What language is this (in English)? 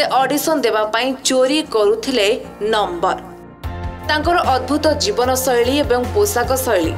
Odia